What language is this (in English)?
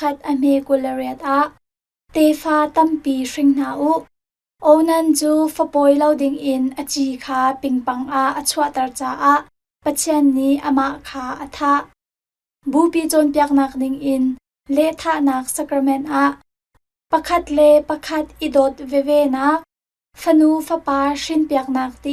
Hakha Chin